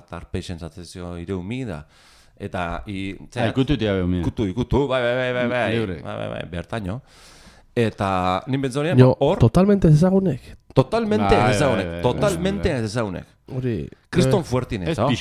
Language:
Basque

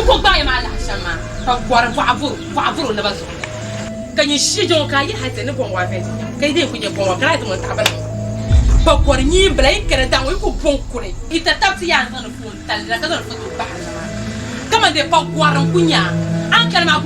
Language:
Dagbani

